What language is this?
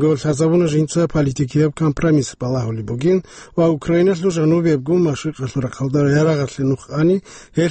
Avaric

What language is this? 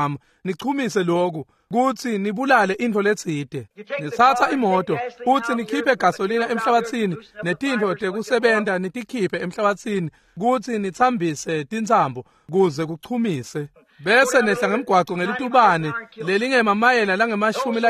Swati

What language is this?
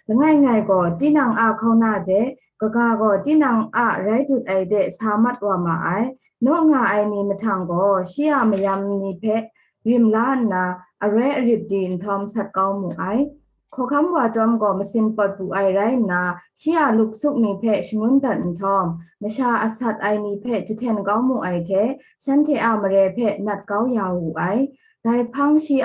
Kachin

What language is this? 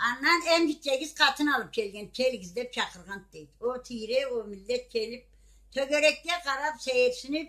Karachay-Balkar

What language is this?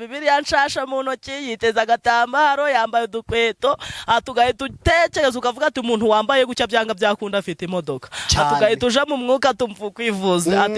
Kinyarwanda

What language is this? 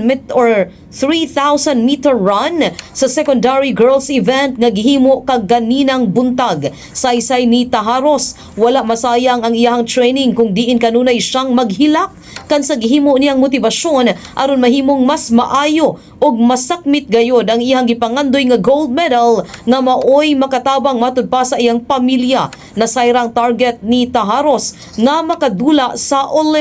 Cebuano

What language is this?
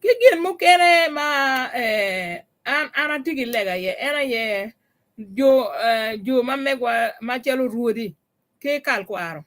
Acoli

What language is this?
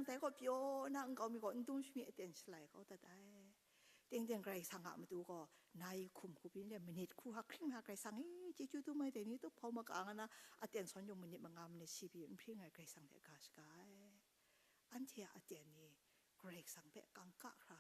Kachin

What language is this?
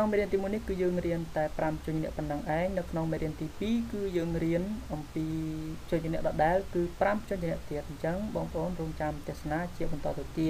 Khmer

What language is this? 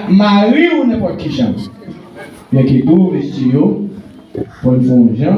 Haitian Creole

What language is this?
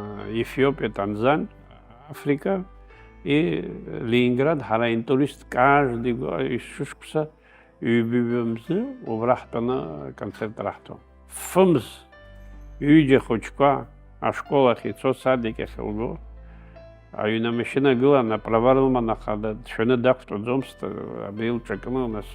Abkhazian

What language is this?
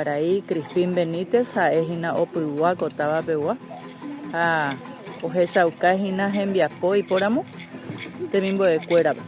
Guarani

